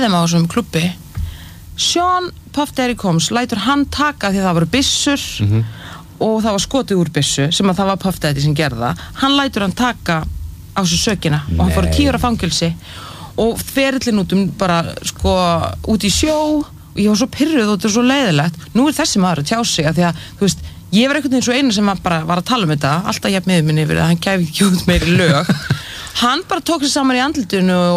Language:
Icelandic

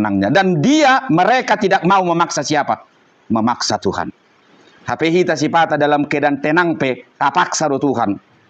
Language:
Batak Toba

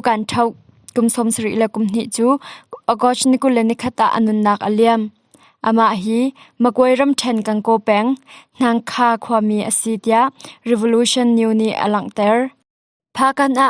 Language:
Hakha Chin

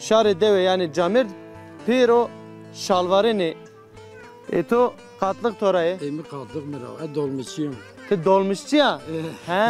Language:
Zaza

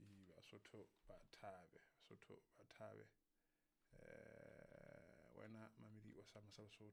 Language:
Southern Sotho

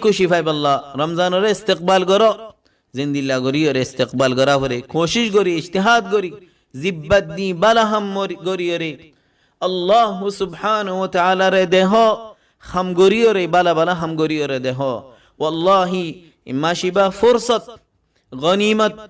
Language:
Rohingya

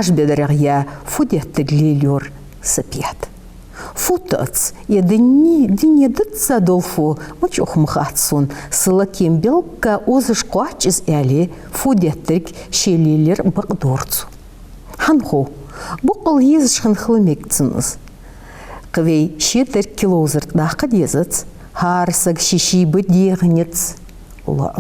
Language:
Ingush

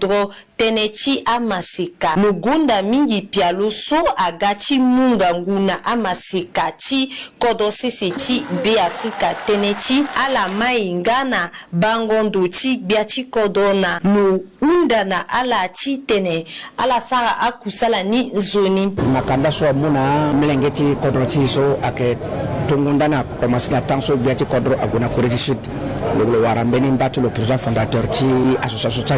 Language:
Sango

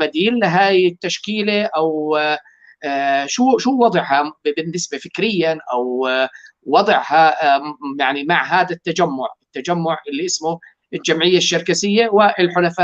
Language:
North Levantine Arabic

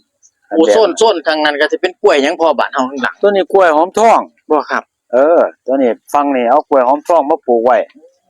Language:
Northeastern Thai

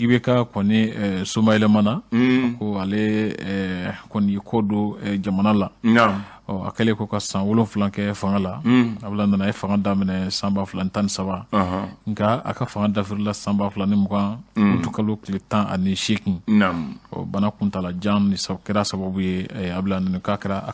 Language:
Bambara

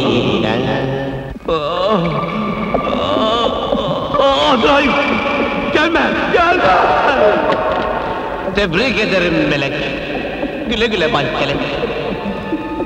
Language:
Turkish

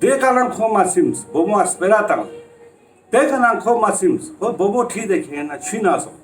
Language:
Ladakhi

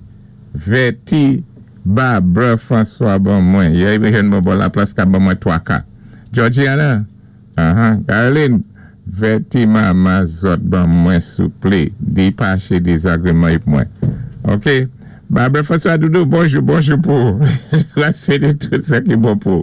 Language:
Saint Lucian Creole French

